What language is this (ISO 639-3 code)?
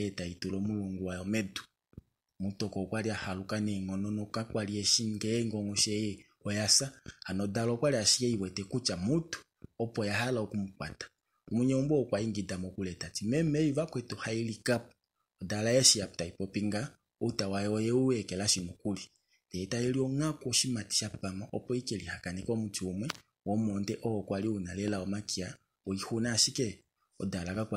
kua